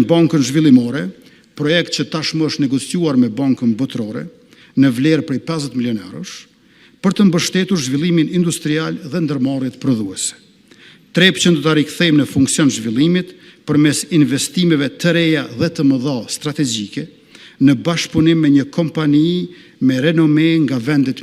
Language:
Albanian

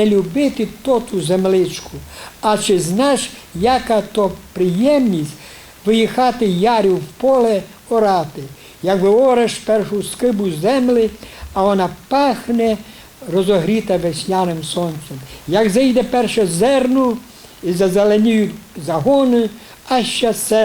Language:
Rusyn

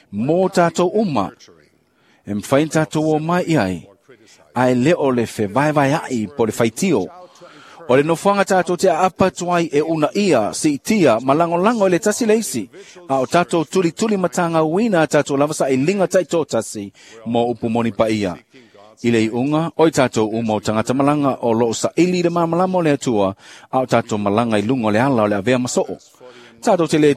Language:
Samoan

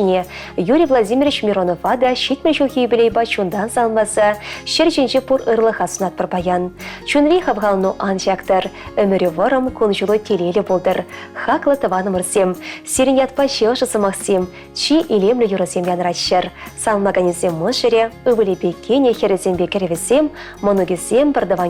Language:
Chuvash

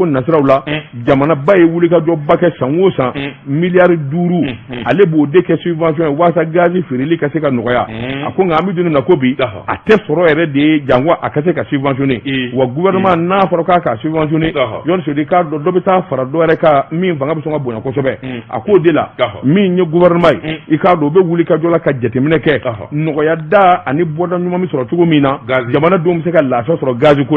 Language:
Bambara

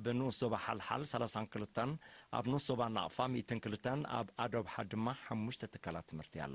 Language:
Tigrinya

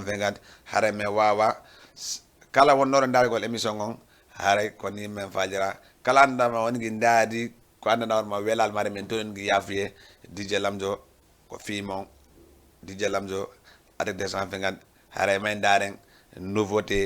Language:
Fula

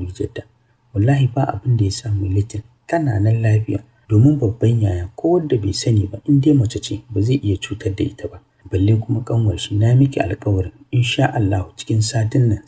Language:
Hausa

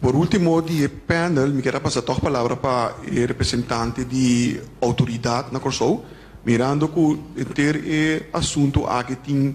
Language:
Papiamento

